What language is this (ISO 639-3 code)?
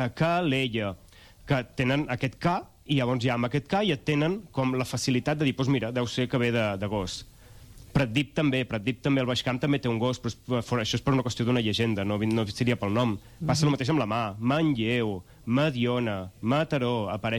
cat